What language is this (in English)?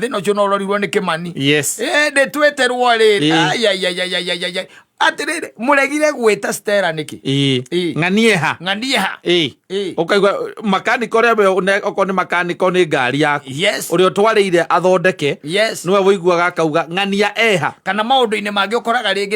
Kikuyu